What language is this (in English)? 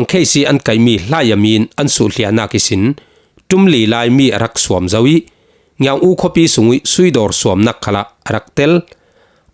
Falam Chin